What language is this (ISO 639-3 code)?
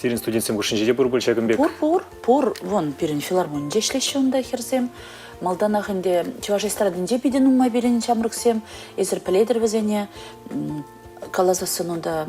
chv